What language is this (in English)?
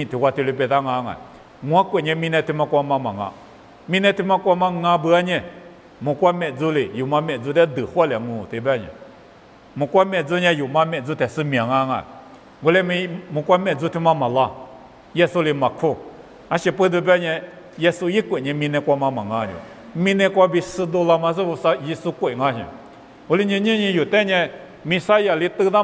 Lisu